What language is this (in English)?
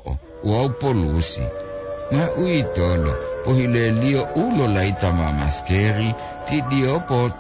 Gorontalo